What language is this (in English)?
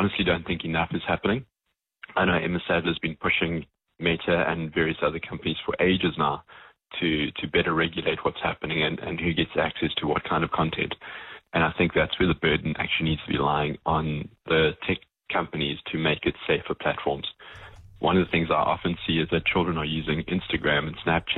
English